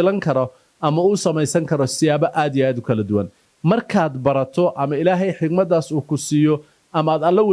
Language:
Somali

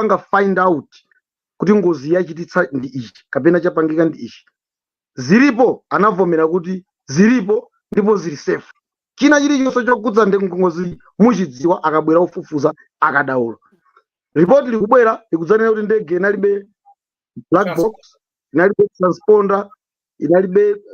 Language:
Nyanja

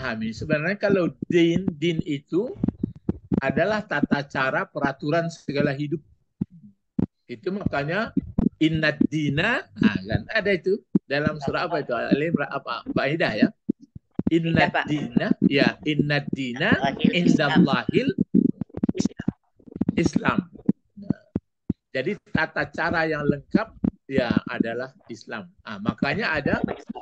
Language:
Indonesian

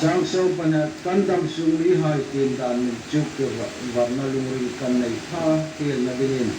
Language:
Hmar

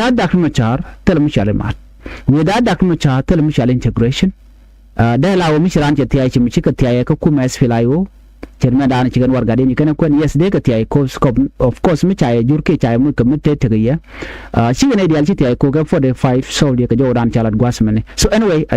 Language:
Nuer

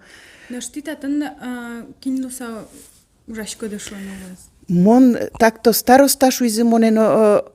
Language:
Udmurt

